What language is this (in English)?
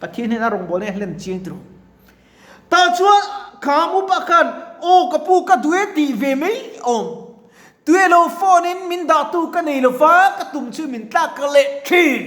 Mizo